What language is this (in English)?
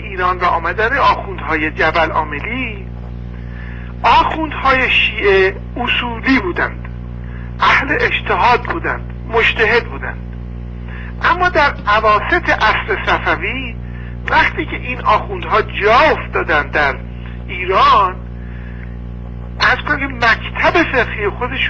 Persian